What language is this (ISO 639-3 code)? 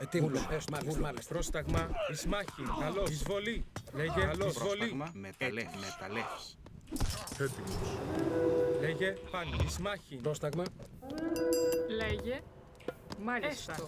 ell